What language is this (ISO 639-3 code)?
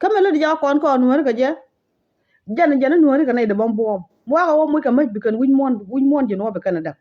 nus